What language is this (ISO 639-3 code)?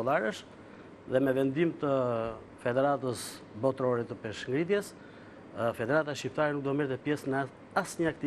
sqi